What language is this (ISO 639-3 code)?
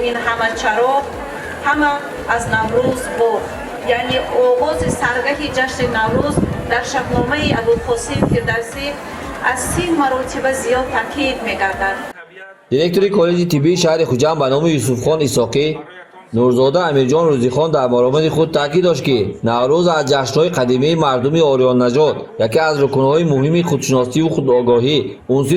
tgk